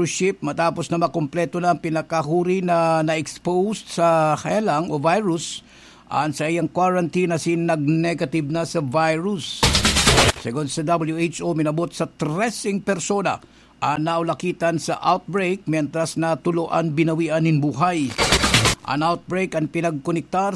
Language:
Bikol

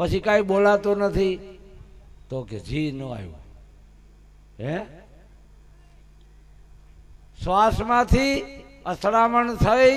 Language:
Gujarati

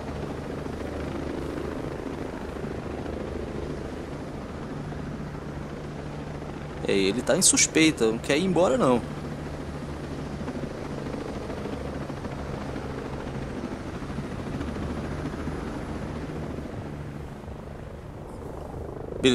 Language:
Portuguese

